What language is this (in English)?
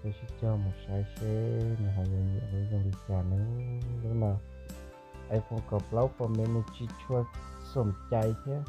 Hmong